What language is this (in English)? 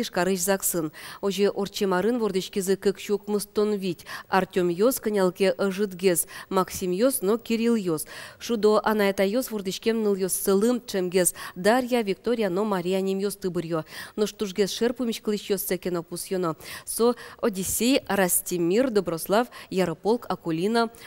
Udmurt